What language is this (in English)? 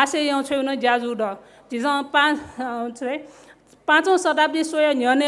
Newari